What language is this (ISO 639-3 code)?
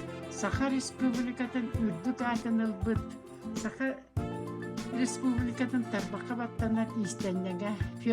sah